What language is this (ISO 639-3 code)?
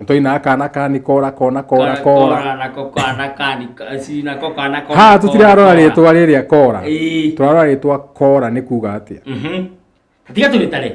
kik